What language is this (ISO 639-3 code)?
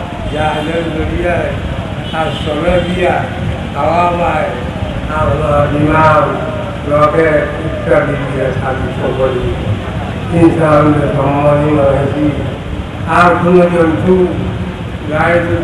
syl